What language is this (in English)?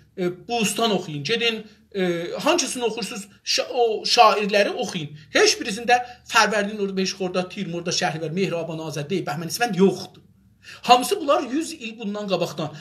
South Azerbaijani